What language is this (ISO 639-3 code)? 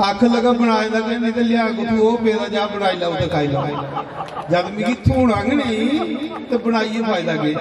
doi